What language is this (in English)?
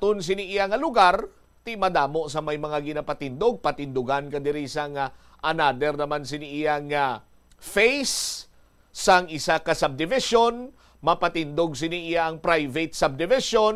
Hiligaynon